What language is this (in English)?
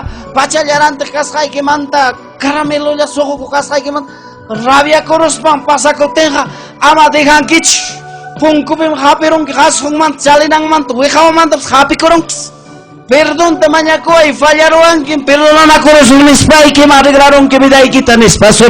Ayacucho Quechua